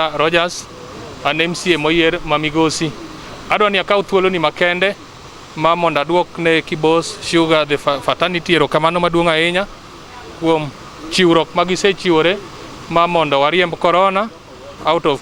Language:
Luo (Kenya and Tanzania)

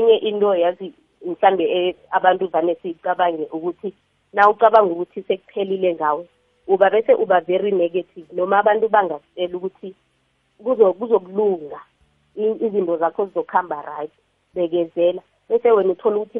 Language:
South Ndebele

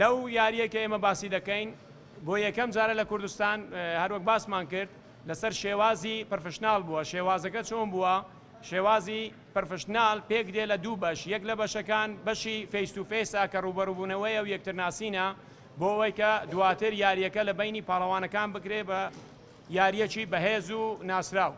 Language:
Central Kurdish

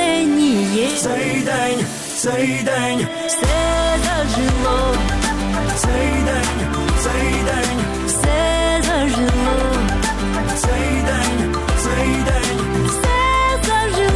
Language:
Ukrainian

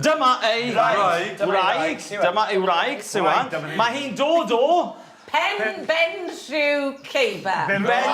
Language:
Welsh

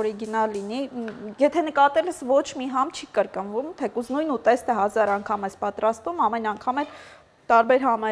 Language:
Armenian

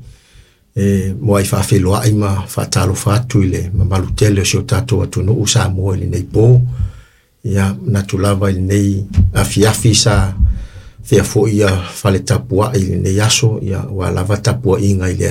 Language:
Samoan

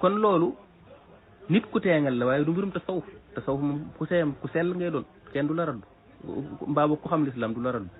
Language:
Wolof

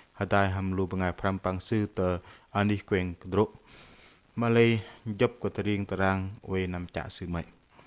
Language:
Bahnar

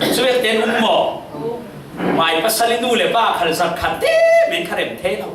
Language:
Falam Chin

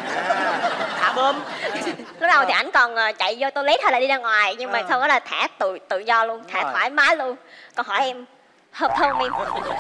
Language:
Vietnamese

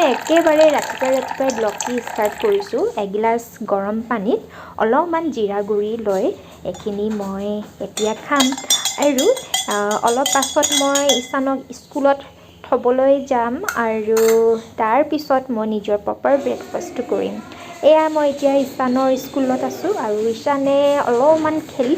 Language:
Assamese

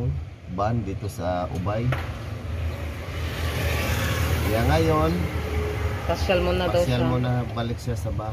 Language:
Filipino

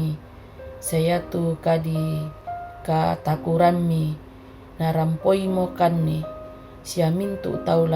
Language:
Toraja-Sa'dan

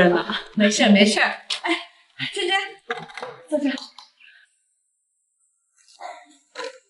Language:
Chinese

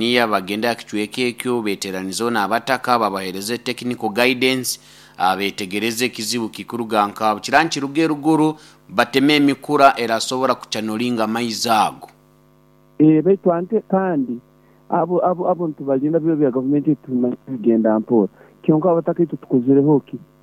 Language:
Nyoro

